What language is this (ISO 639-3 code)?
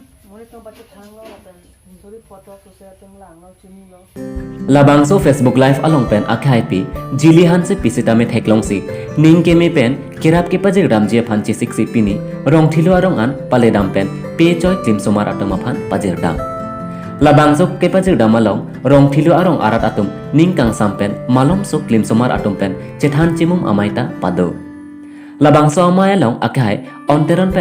mjw